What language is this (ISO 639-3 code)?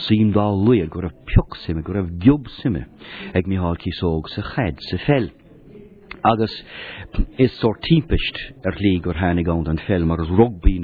gle